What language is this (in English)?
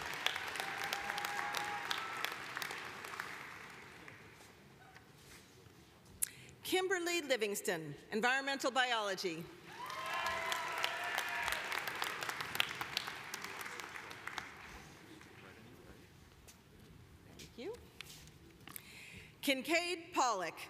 English